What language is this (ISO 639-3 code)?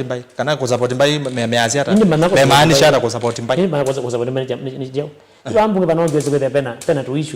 kam